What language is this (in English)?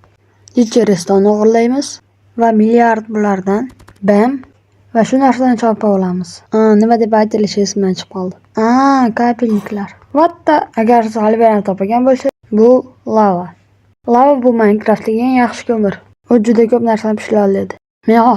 Uzbek